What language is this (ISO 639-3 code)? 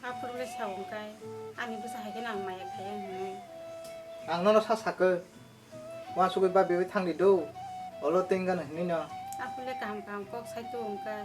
trp